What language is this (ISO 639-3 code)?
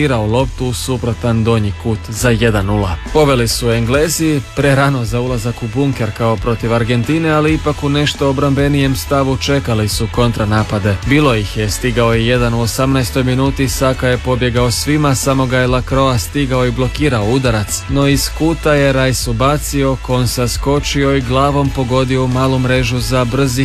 hrv